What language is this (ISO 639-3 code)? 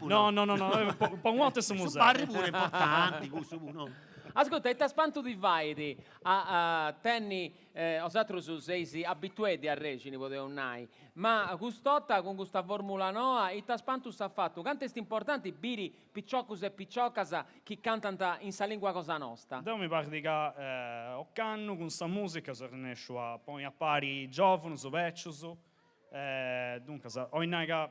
srd